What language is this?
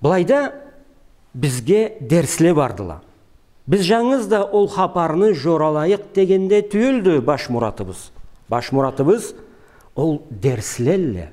Karachay-Balkar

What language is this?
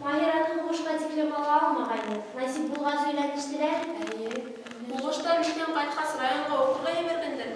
Bashkir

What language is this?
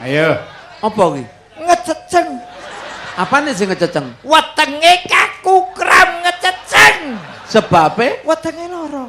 Javanese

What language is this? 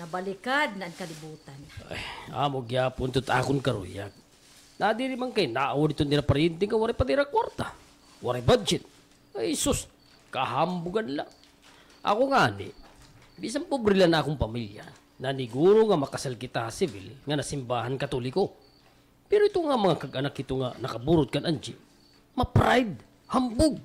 Waray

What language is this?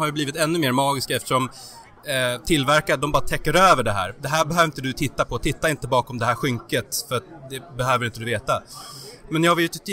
Swedish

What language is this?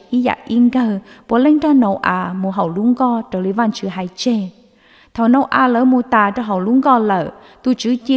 Hmong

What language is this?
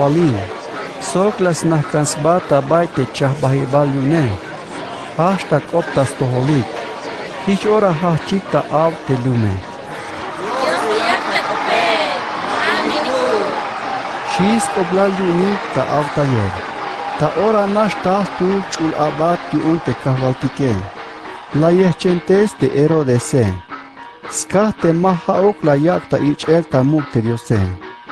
Tzeltal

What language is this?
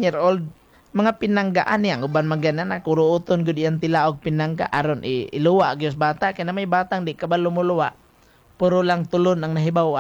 Cebuano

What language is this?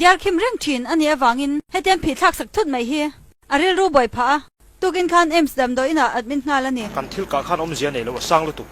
Mizo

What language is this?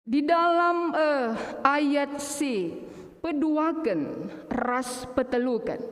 Batak Karo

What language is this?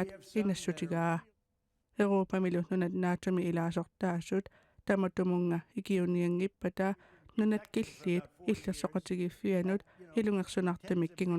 Kalaallisut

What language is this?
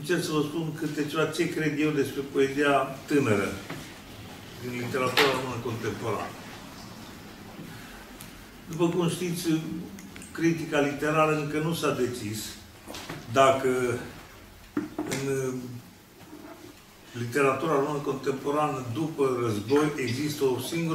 Romanian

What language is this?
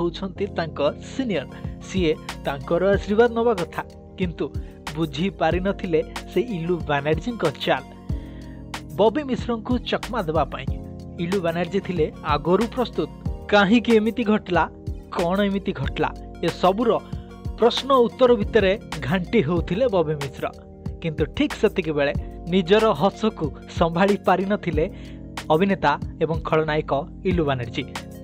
Odia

